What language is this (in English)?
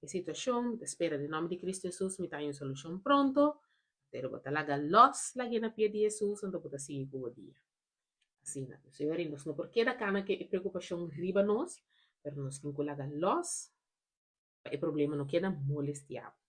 Papiamento